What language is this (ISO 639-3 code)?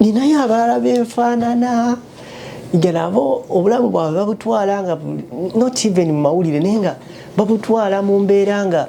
lug